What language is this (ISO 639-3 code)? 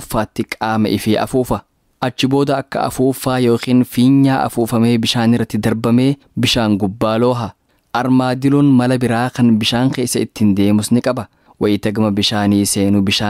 orm